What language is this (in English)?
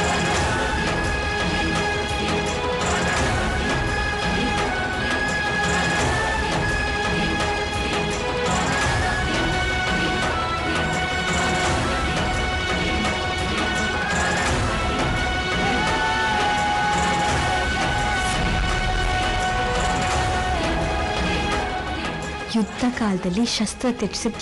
Kannada